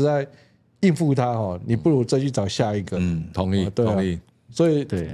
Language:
Chinese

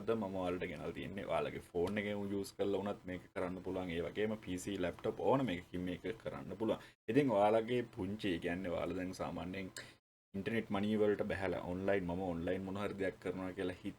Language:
Sinhala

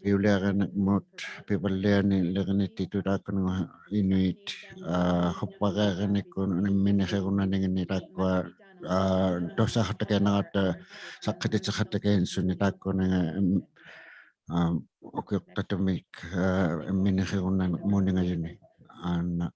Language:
Inuktitut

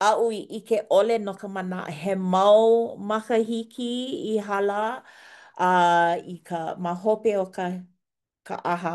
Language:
Hawaiian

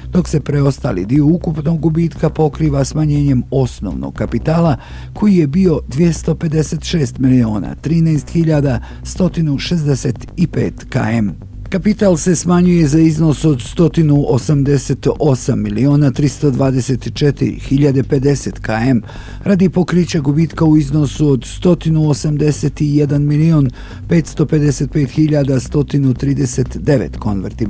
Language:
Bosnian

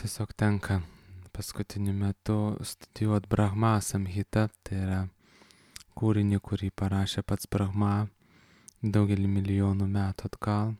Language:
Lithuanian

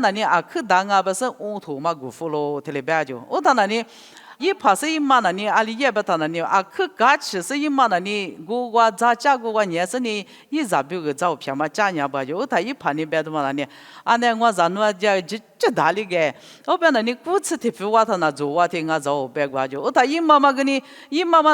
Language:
Lisu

